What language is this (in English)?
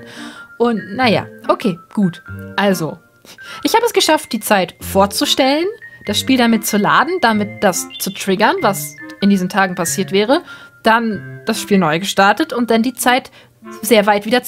German